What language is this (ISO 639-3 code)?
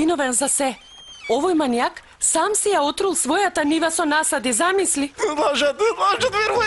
mkd